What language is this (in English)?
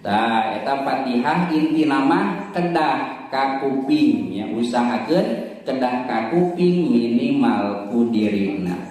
Sundanese